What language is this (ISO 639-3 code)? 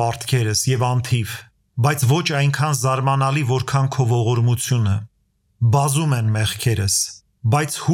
hye